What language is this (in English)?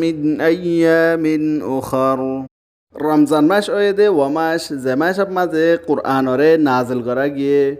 Rohingya